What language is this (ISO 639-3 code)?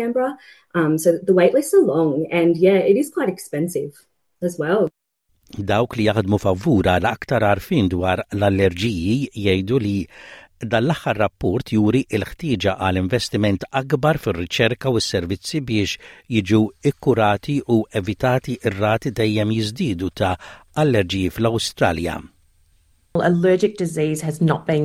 mlt